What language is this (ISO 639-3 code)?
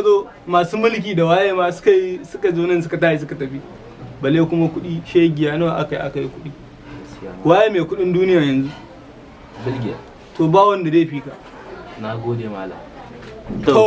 hau